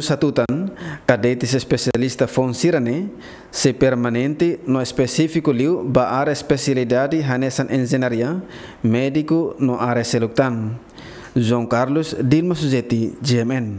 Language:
Tetum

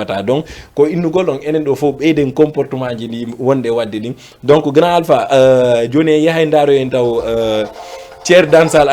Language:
Fula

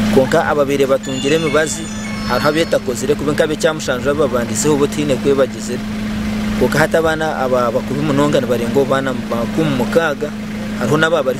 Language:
Nyankole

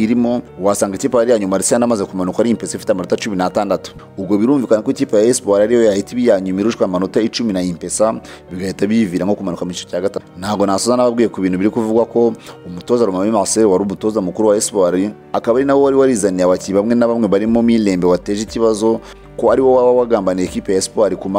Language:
Kinyarwanda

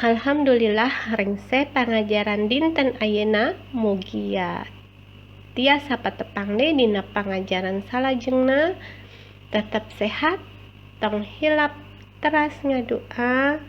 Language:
Sundanese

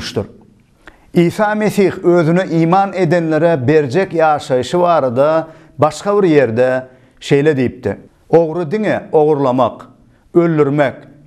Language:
Turkmen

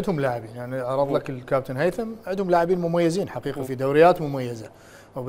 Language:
Mesopotamian Arabic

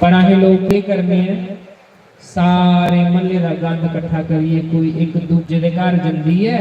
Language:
Dogri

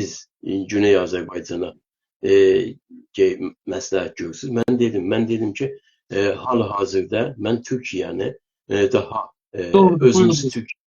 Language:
South Azerbaijani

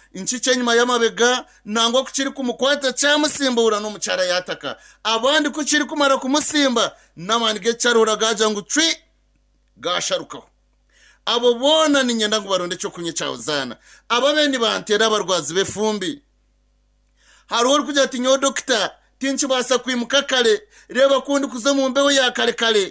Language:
Kinyarwanda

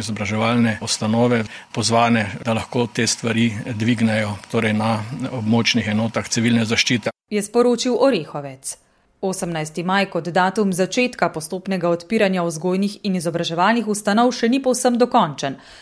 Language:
Slovenian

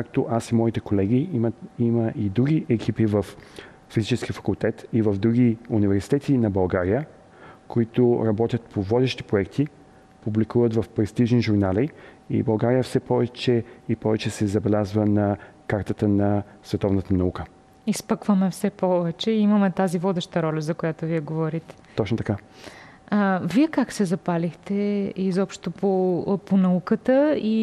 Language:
Bulgarian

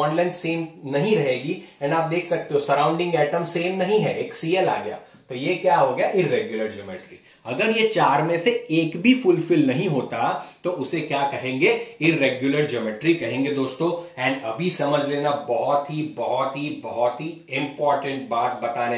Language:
Hindi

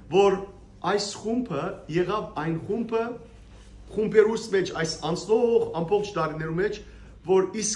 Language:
Western Armenian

